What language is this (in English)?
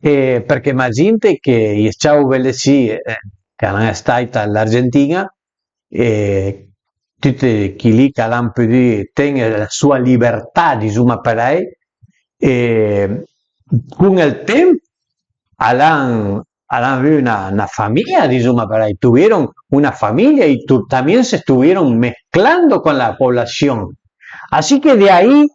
Piedmontese